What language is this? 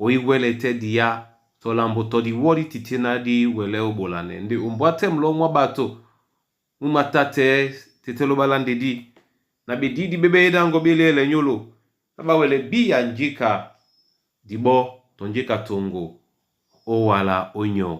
Duala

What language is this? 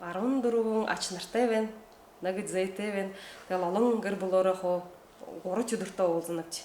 Buriat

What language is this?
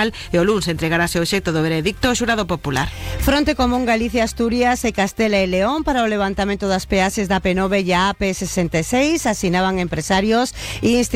Galician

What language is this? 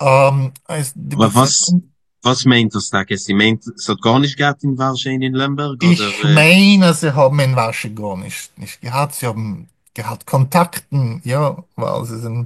Yiddish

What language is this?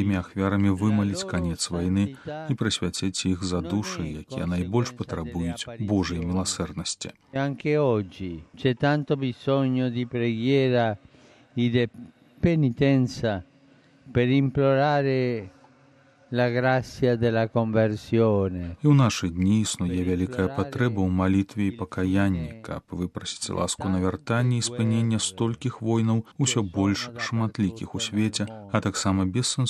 Belarusian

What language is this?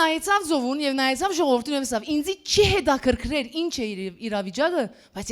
Western Armenian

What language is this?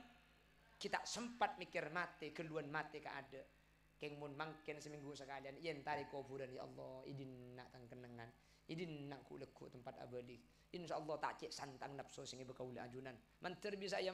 Madurese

